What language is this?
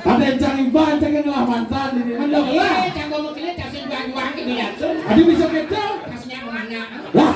Balinese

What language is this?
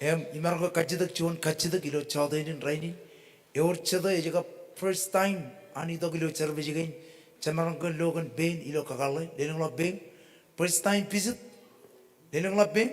Marshallese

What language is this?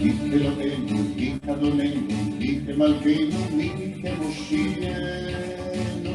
Ladino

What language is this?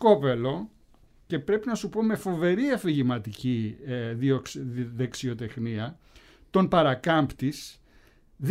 Greek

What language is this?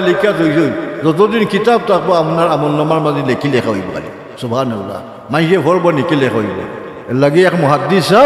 Sylheti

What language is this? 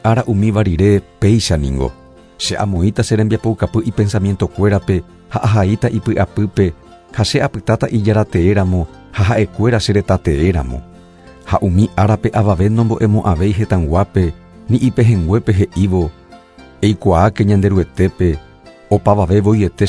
Guarani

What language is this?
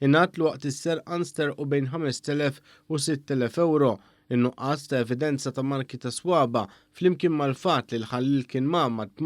Maltese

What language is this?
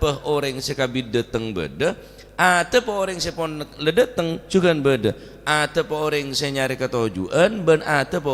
Madurese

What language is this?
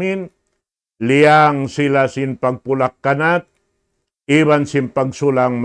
Tausug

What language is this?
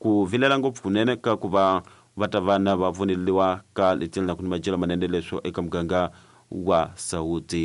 Tsonga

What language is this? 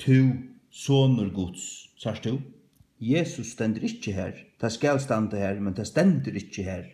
Faroese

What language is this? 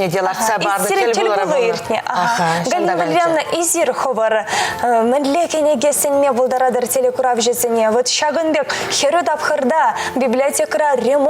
Chuvash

